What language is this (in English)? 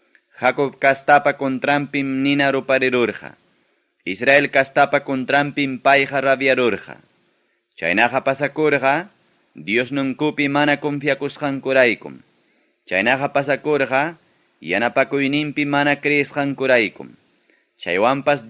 Ayacucho Quechua